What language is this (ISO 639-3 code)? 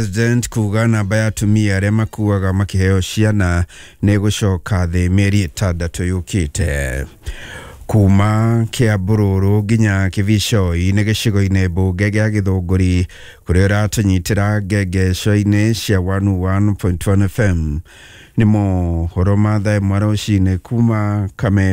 kik